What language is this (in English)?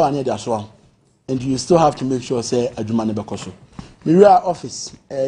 Akan